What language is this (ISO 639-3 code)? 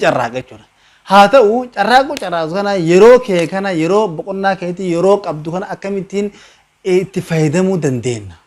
orm